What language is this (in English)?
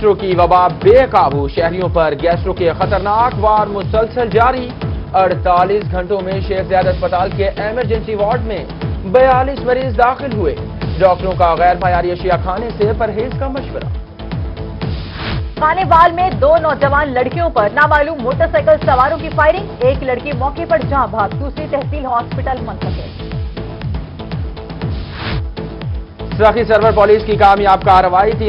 Urdu